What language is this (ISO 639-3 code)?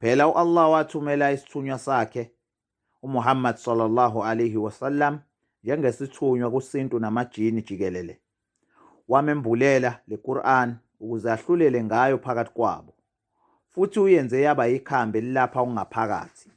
zul